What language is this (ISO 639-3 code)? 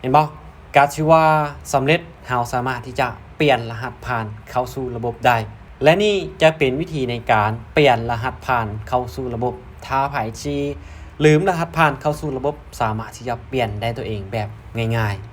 lao